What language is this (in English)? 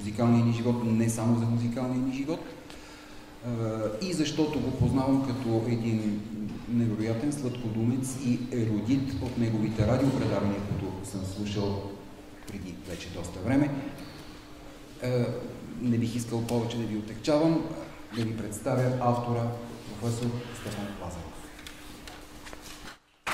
Bulgarian